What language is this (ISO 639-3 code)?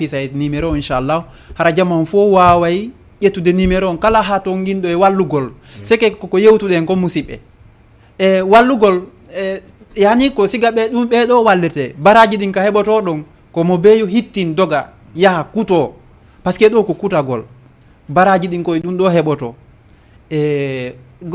ful